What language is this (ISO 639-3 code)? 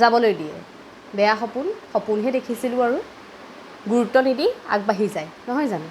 asm